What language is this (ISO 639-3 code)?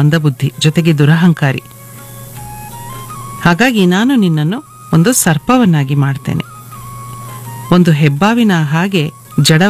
kan